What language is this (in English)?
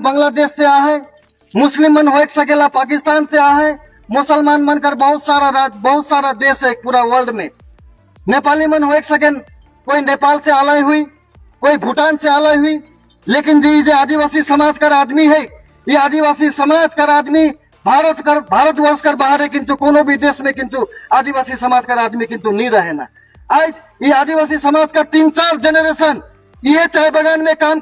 Sadri